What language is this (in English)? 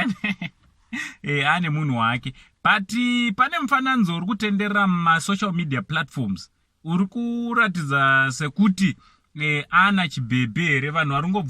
Shona